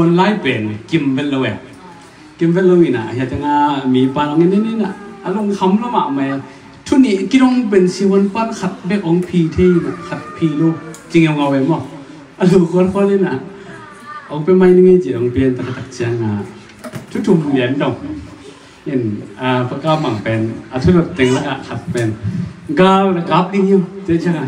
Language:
Tedim Chin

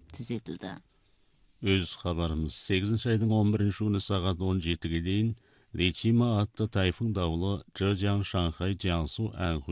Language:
Kazakh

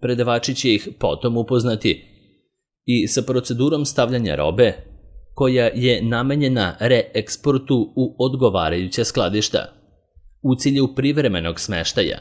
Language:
Serbian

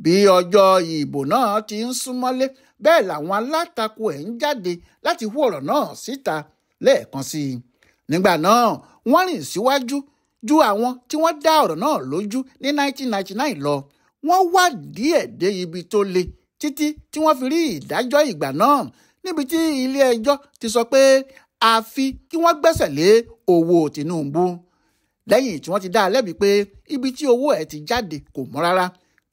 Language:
Yoruba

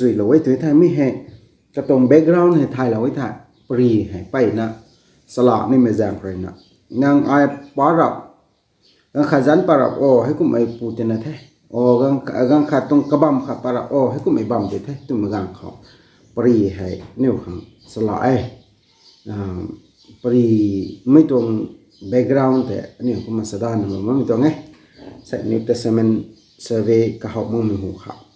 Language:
Rongmei Naga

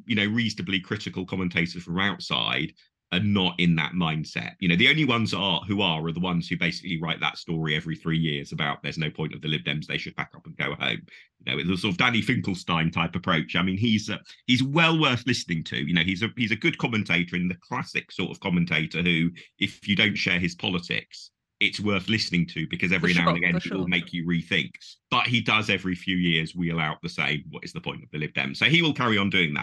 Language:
English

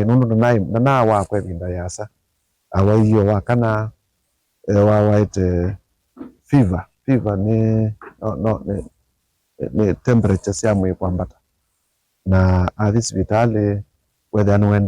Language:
Kamba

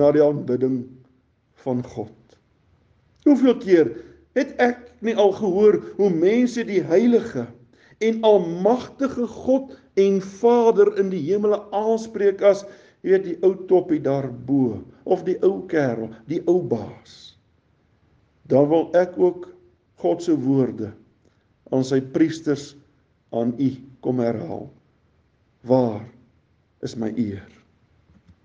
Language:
Afrikaans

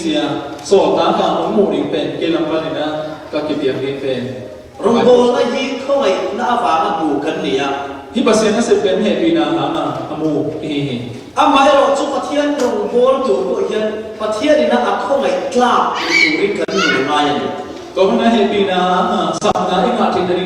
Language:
Falam Chin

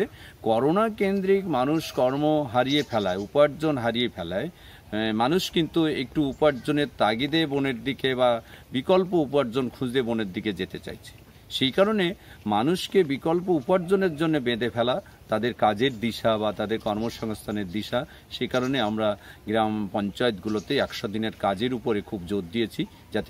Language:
Bangla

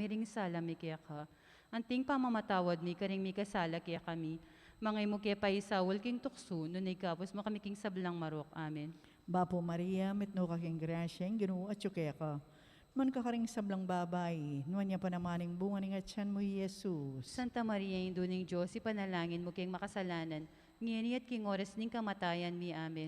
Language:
Pampanga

